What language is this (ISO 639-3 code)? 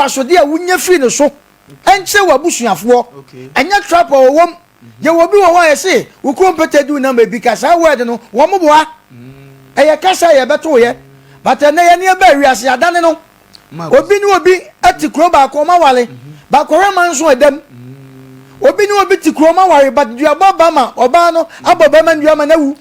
aka